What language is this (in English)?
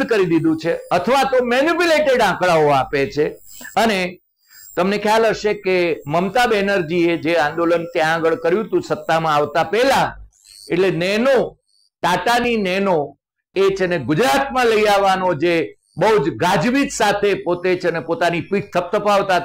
Gujarati